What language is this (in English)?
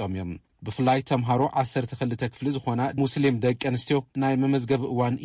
Tigrinya